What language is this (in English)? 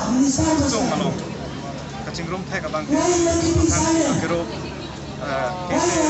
Karbi